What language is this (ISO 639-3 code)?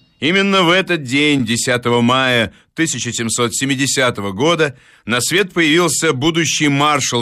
rus